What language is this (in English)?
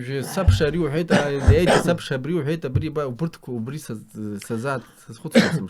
Abkhazian